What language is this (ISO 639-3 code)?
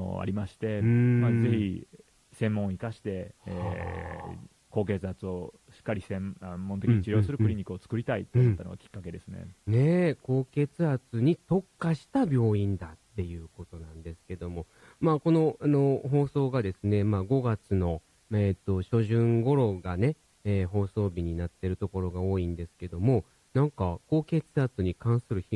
jpn